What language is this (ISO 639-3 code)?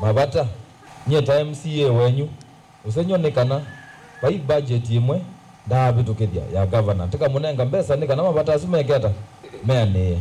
kam